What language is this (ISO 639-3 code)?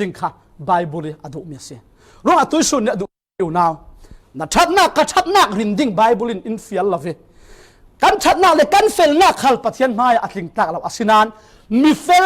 cfm